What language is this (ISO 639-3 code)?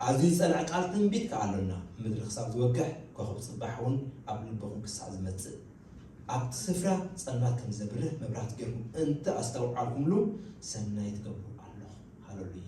tir